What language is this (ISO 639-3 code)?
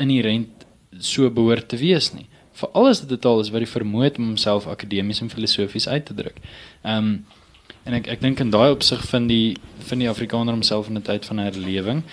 afr